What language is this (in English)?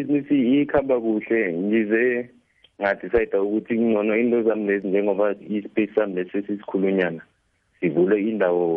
South Ndebele